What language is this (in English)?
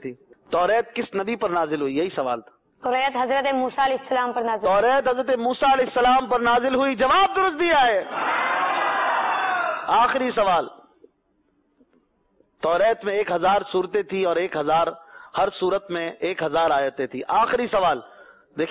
Urdu